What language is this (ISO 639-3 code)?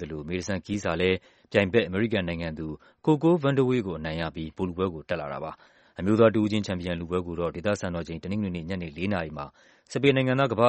mya